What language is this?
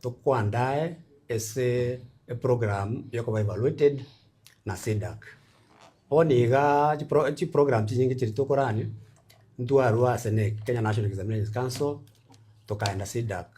Gusii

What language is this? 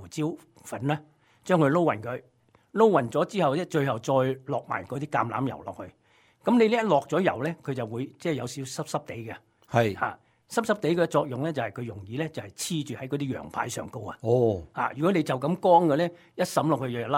Cantonese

